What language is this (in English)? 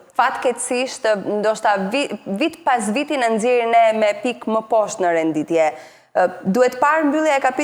Albanian